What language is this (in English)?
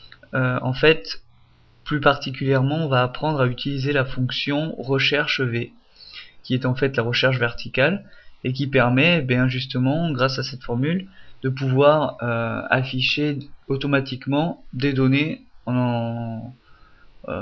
French